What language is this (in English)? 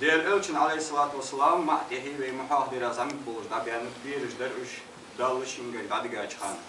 Ingush